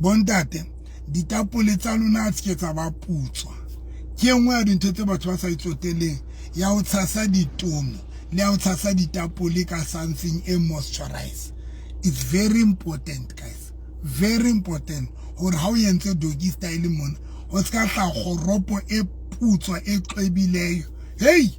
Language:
Southern Sotho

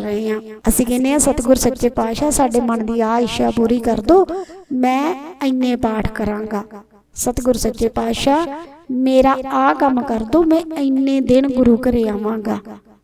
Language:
Punjabi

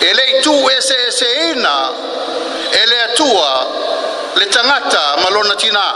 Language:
Samoan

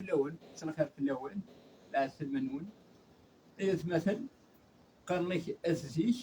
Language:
Kabyle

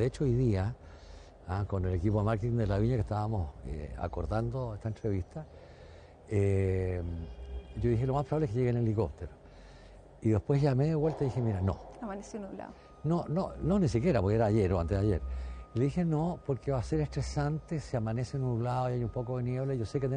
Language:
Spanish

